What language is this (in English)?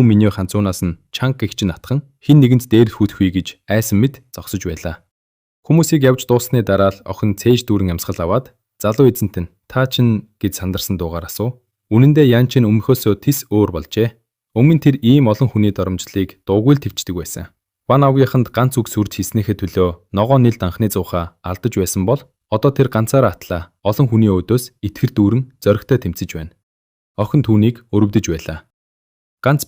Mongolian